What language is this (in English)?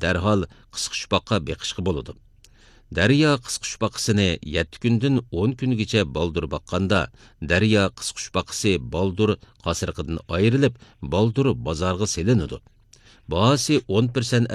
Uyghur